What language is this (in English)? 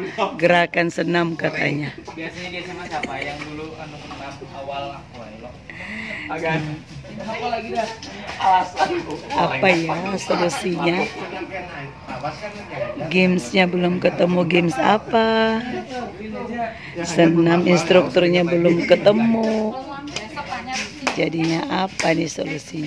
Indonesian